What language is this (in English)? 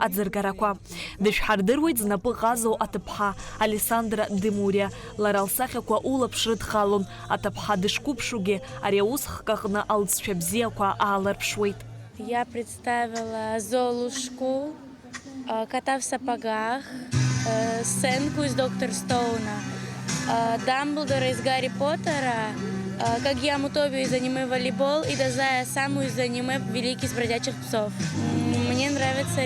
Abkhazian